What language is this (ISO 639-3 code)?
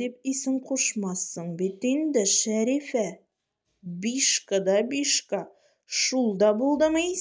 tat